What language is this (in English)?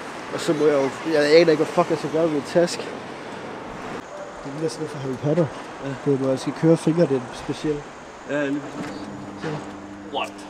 Danish